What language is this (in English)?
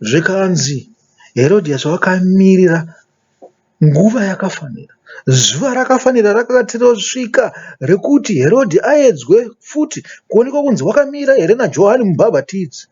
Shona